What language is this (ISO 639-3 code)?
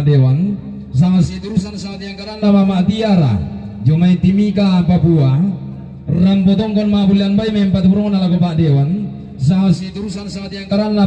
sda